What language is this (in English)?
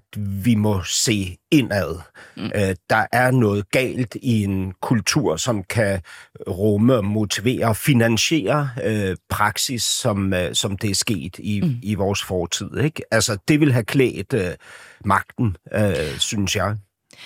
Danish